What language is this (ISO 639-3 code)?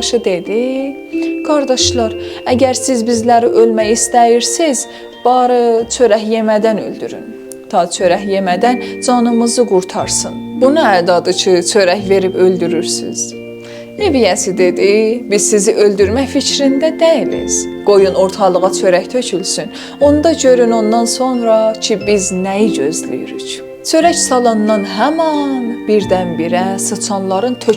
azb